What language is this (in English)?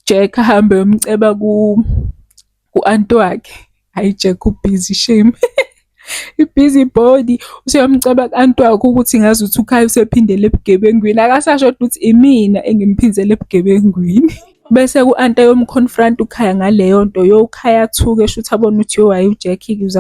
Zulu